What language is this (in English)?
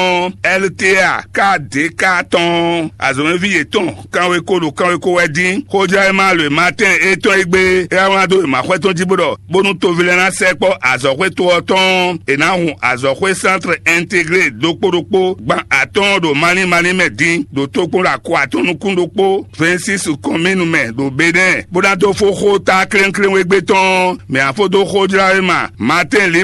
Fon